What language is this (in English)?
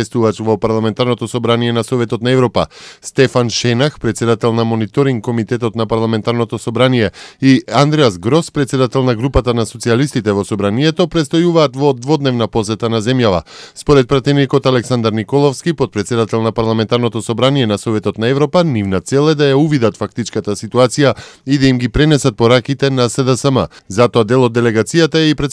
Macedonian